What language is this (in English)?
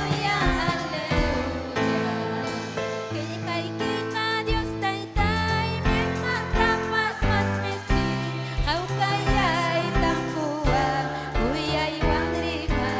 Ayacucho Quechua